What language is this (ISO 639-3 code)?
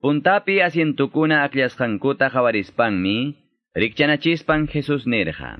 que